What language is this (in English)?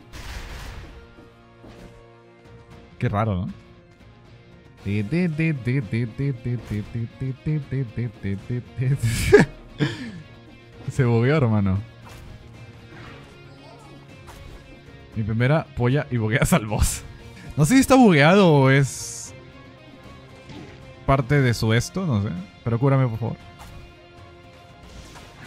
Spanish